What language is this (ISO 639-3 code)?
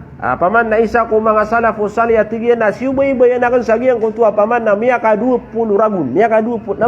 mrw